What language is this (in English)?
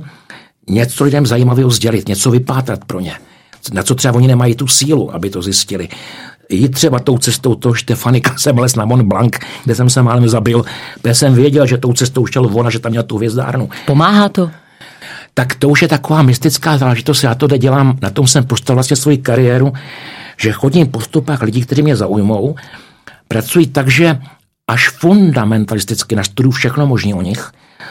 Czech